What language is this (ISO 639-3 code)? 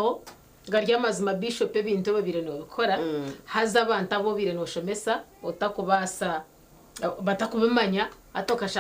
nyn